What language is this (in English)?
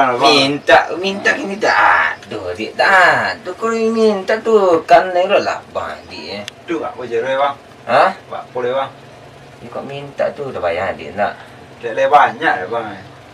Minangkabau